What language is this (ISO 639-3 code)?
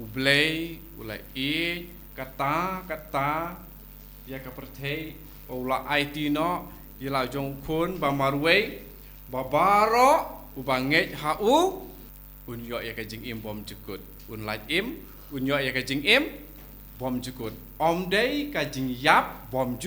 kha